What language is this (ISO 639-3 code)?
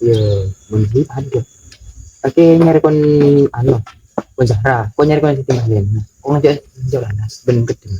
mad